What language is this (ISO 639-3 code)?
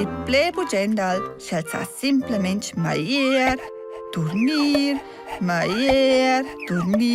roh